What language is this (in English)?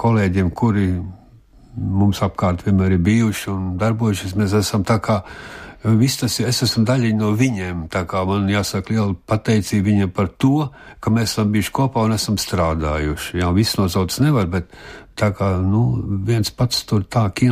Latvian